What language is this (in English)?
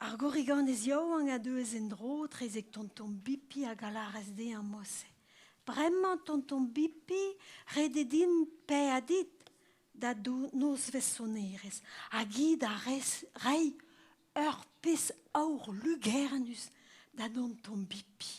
Breton